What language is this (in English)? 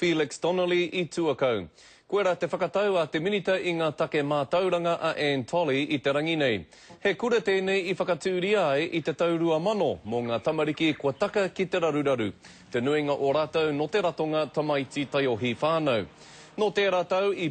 Māori